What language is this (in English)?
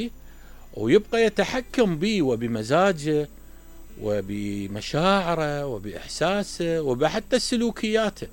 Mesopotamian Arabic